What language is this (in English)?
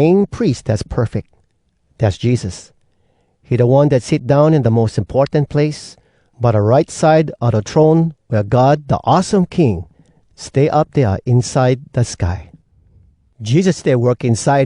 Hawai'i Creole English